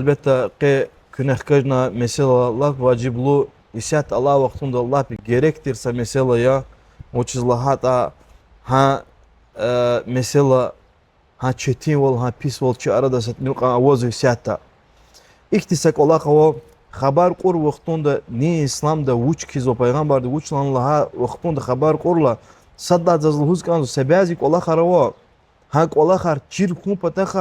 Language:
Lezghian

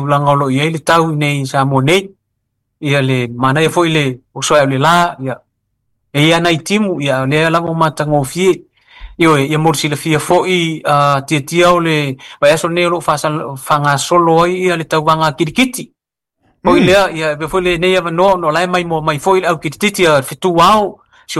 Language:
Samoan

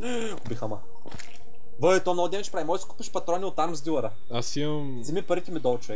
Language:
Bulgarian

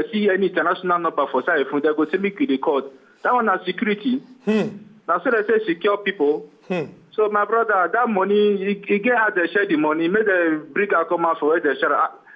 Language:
Nigerian Pidgin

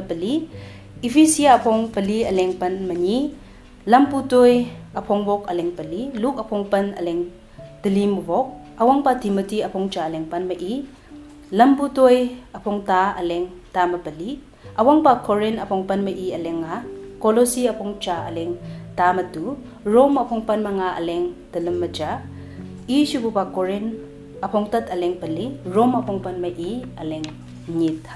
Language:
Konyak Naga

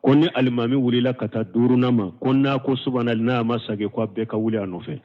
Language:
Bambara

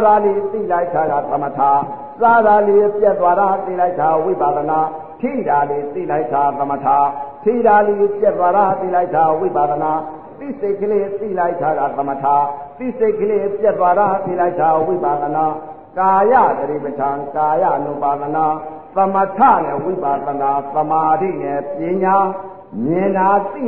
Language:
Burmese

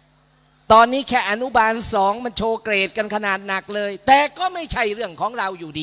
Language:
Thai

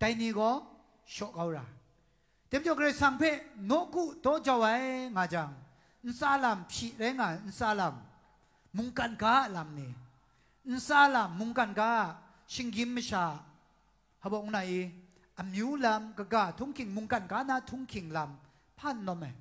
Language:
Kachin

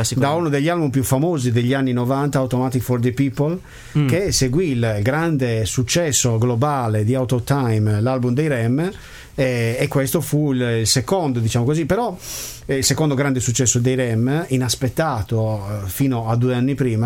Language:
Italian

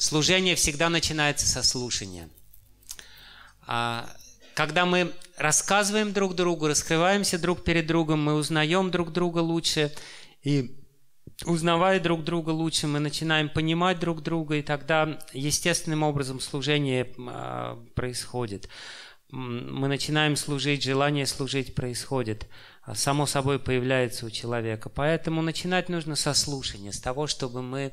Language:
Russian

